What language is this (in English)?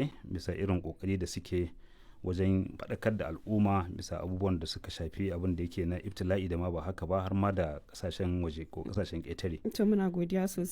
Hausa